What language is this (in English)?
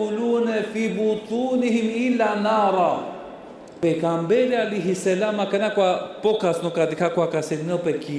Balkan Romani